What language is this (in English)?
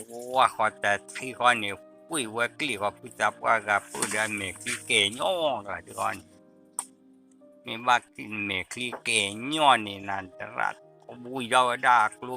S'gaw Karen